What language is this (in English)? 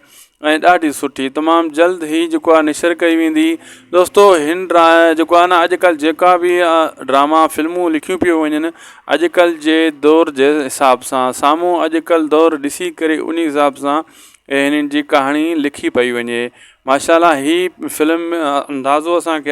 Sindhi